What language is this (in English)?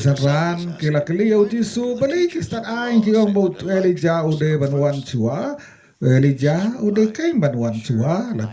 Khasi